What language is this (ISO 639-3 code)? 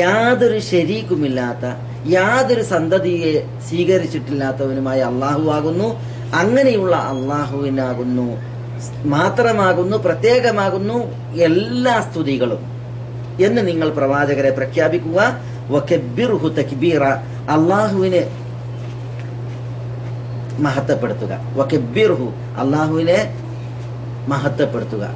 mal